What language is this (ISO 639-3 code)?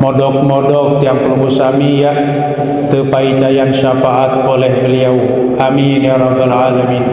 sas